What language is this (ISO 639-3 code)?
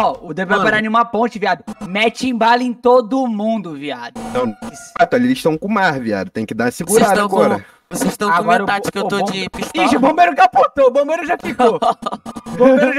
por